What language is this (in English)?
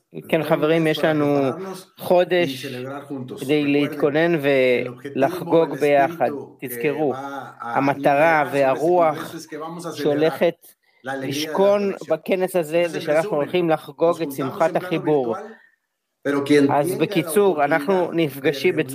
Hebrew